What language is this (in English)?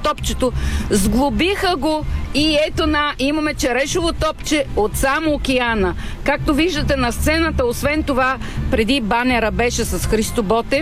Bulgarian